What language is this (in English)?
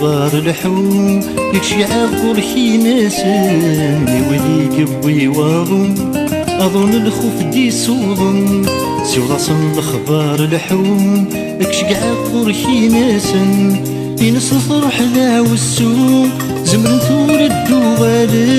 Kabyle